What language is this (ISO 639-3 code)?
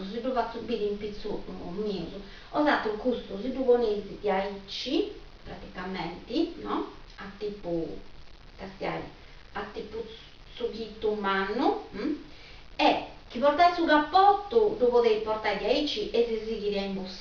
srd